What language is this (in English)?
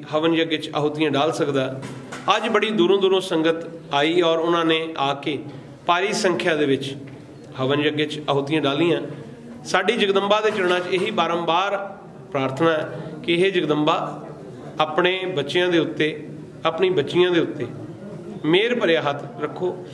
Punjabi